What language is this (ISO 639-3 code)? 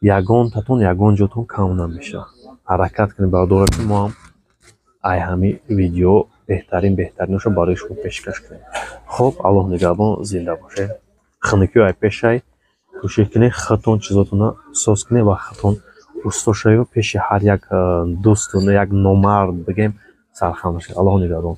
tgk